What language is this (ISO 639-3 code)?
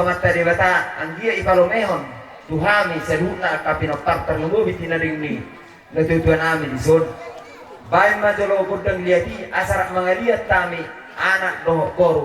bbc